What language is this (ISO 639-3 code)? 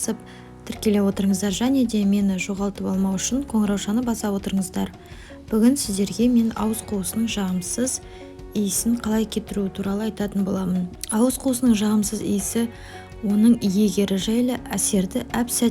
kaz